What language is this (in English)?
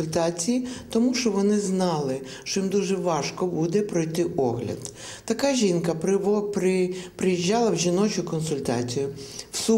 Ukrainian